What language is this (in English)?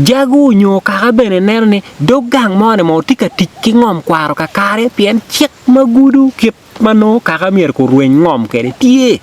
Acoli